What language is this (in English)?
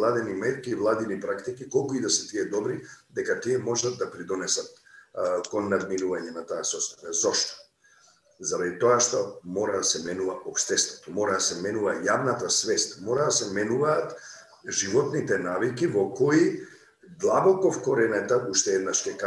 Macedonian